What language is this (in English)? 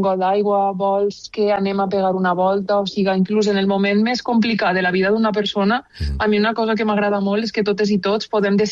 Catalan